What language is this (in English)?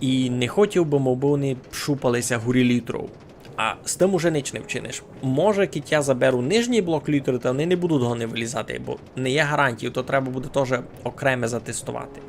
Rusyn